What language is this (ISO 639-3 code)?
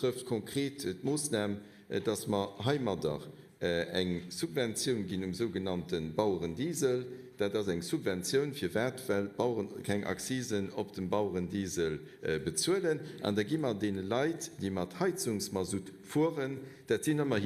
ltz